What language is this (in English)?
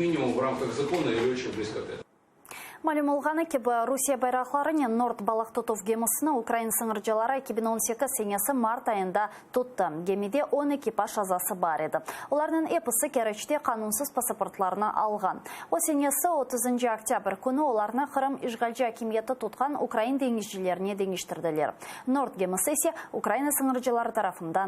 Crimean Tatar